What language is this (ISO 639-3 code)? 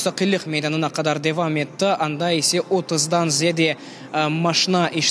crh